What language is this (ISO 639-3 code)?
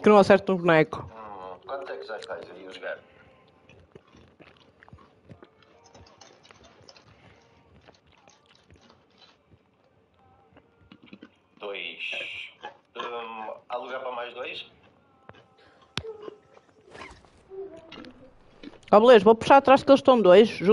por